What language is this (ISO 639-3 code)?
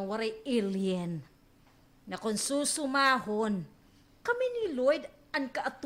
war